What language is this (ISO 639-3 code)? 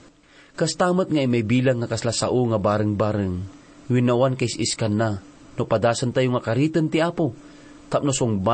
ilo